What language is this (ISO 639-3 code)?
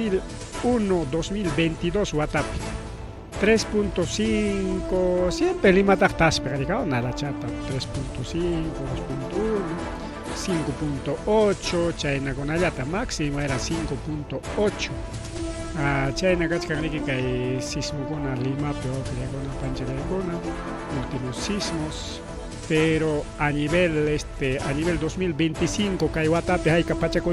quy